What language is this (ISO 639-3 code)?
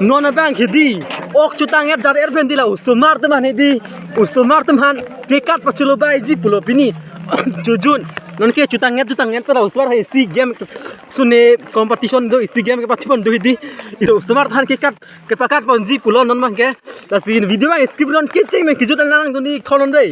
mjw